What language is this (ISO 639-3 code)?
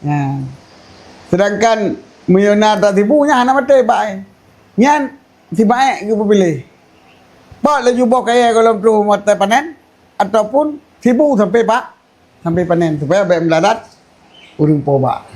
ace